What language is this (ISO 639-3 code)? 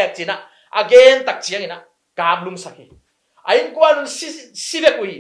ctd